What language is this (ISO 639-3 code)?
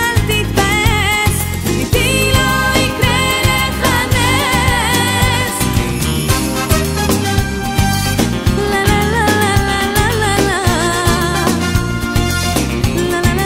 heb